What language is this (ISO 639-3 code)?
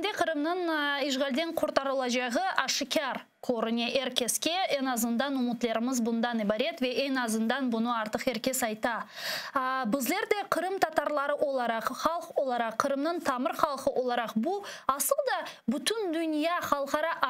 crh